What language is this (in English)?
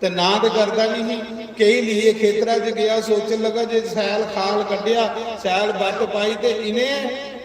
Dogri